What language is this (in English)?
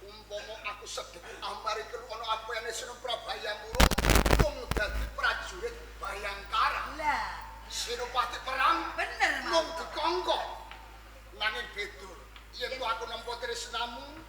Javanese